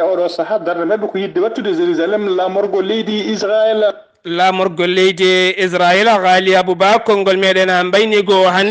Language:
Fula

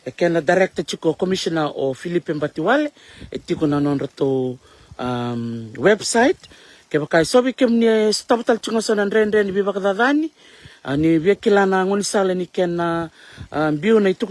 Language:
Fijian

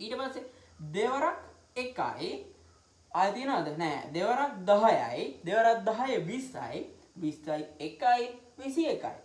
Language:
Sinhala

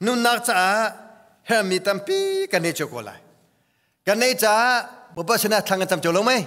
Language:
Hakha Chin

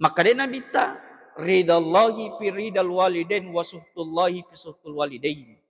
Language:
Buginese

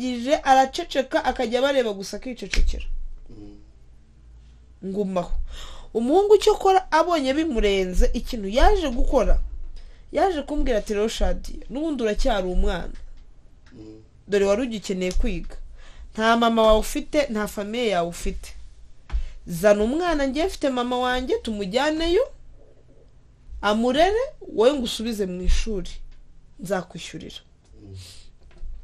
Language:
Kinyarwanda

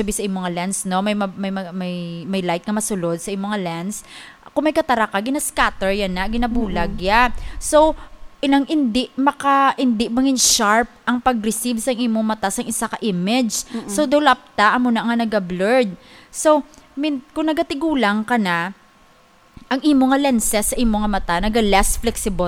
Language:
Hiligaynon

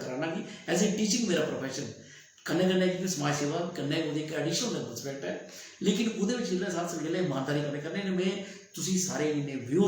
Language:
Dogri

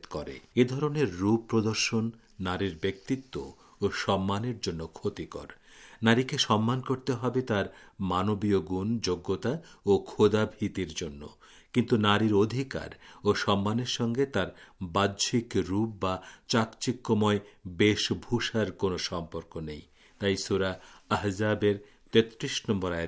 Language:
Bangla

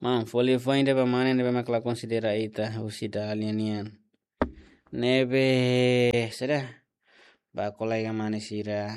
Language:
Tetum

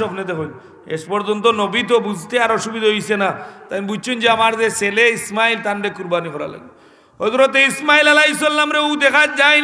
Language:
Sylheti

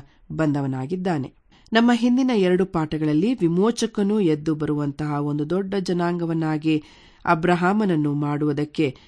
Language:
Kannada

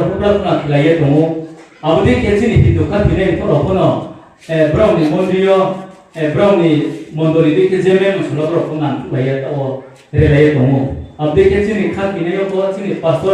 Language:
Riang (India)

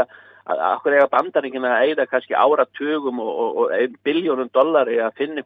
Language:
Icelandic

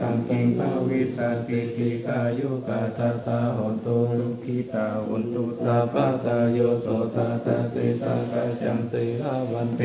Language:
Pali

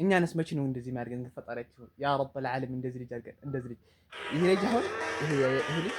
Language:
Amharic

